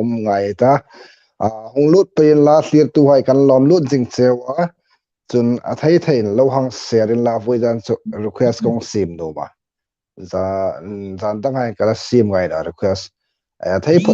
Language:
Hmar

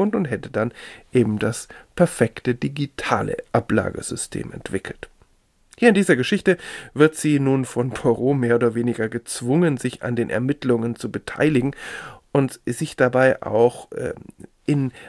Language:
German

